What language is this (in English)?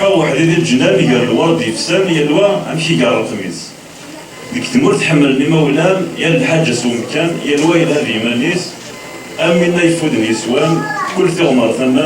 Kabyle